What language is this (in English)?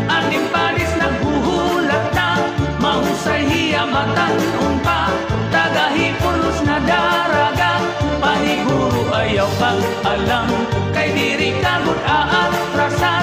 Waray